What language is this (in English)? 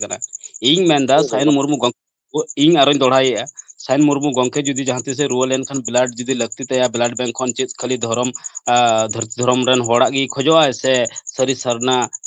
Santali